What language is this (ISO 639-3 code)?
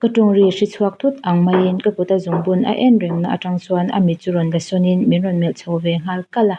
lus